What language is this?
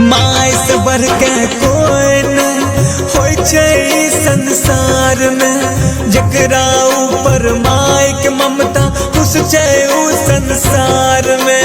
Angika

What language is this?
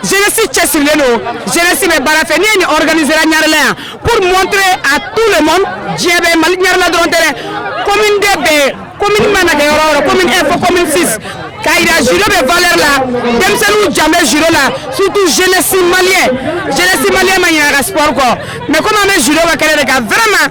Bambara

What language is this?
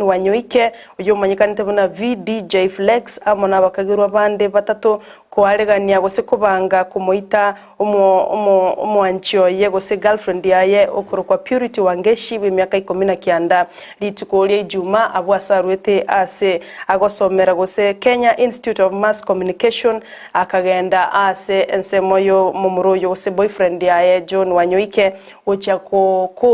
Gusii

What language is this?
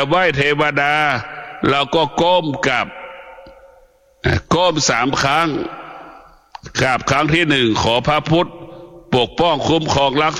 Thai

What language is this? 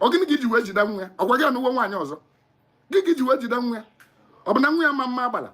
Igbo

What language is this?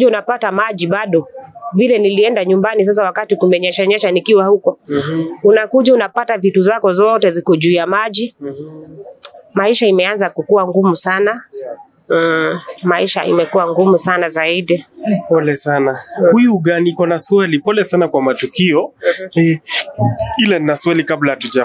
Swahili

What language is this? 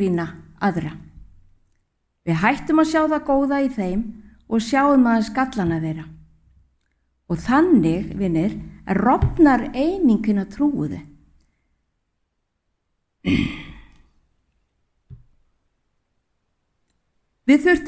Icelandic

